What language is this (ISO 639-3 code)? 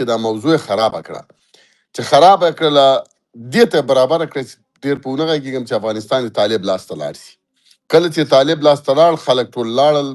pus